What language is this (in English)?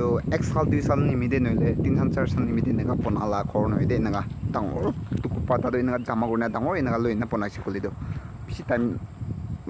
Naga Pidgin